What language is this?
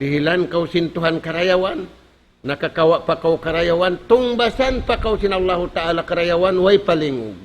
Tausug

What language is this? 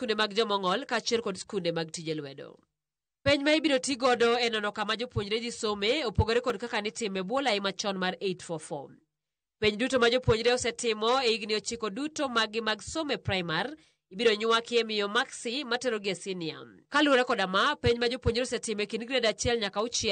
Luo (Kenya and Tanzania)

